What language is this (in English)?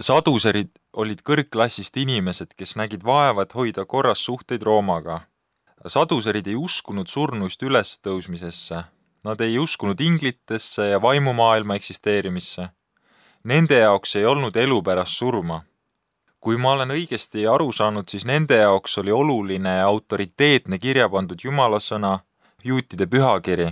Estonian